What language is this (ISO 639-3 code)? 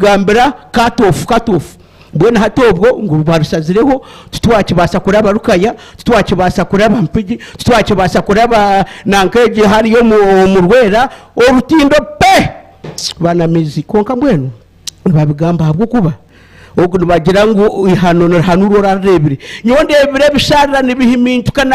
nyn